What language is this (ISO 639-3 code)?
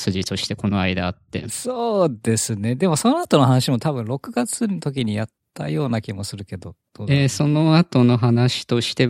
jpn